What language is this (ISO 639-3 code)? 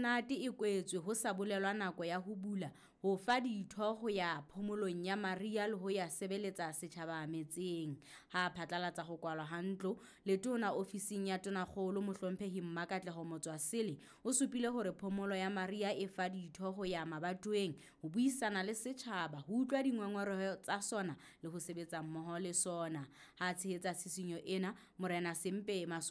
sot